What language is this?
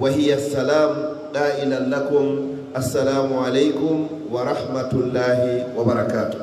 Fula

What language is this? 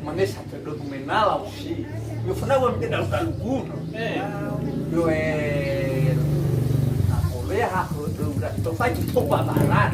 Nias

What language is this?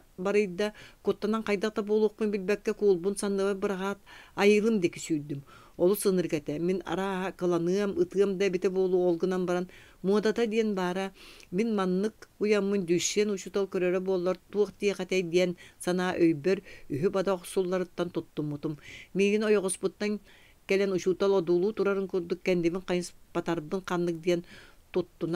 Yakut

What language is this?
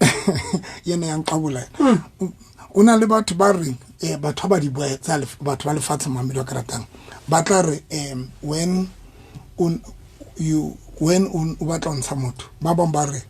Southern Sotho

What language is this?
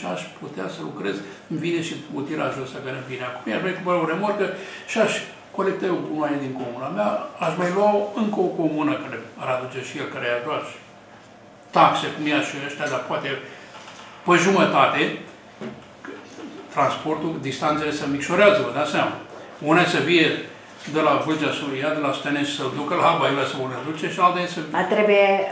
Romanian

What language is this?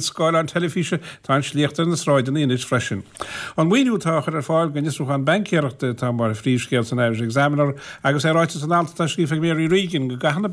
Irish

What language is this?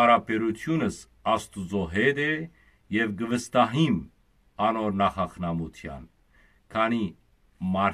Western Armenian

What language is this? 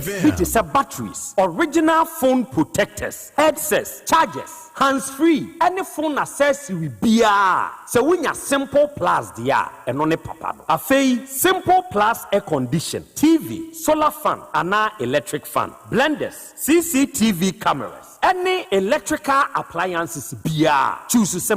Akan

